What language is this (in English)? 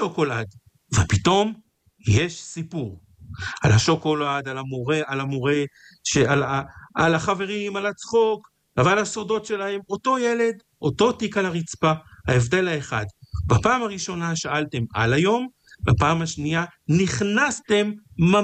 Hebrew